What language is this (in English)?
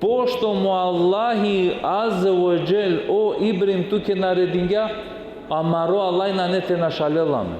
Balkan Romani